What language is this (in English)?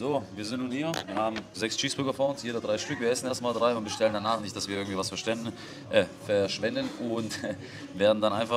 German